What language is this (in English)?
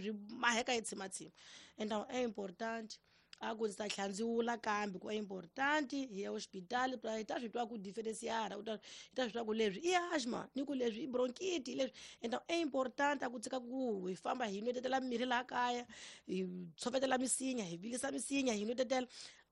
Tsonga